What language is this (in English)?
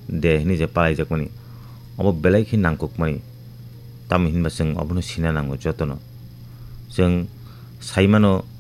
Kok Borok